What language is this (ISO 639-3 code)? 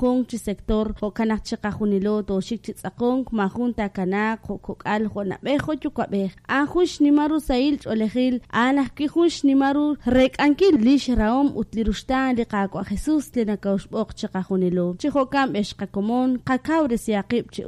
kek